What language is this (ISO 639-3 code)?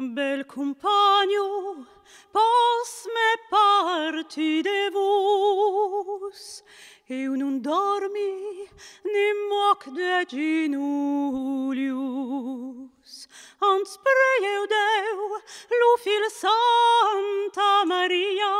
oci